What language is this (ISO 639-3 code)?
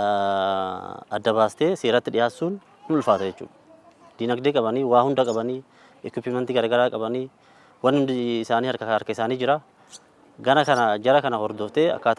orm